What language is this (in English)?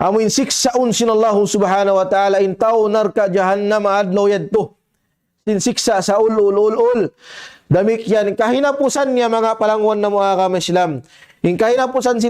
Tausug